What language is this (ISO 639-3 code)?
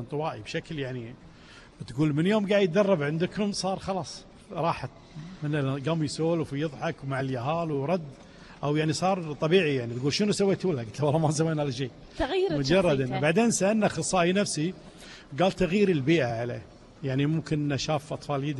afb